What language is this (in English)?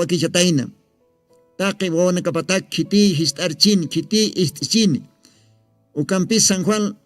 Aymara